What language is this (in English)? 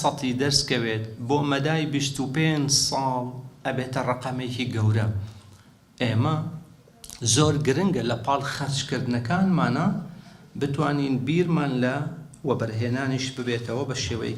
Central Kurdish